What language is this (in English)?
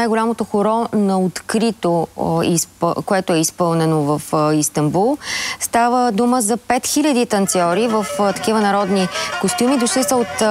Bulgarian